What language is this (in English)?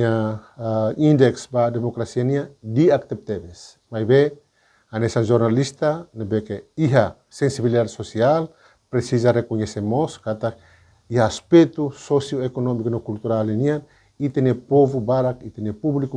Tetum